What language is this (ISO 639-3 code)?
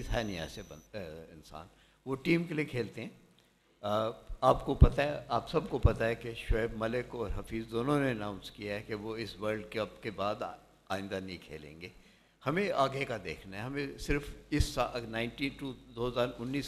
urd